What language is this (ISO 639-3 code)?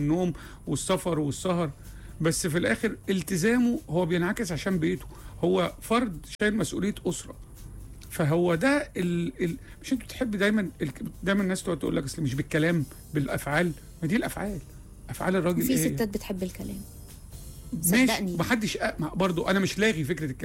arz